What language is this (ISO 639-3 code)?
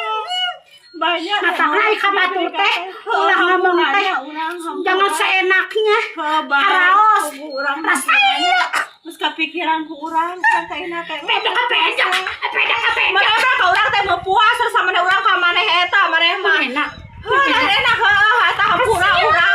sun